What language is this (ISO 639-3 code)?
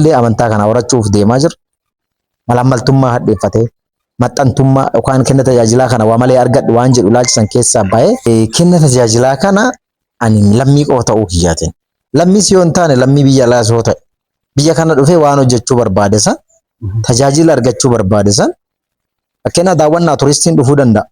orm